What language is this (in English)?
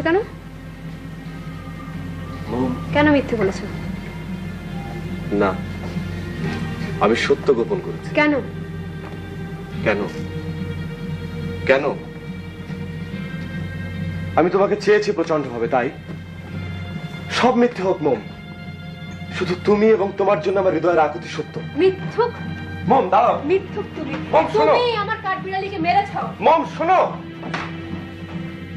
Bangla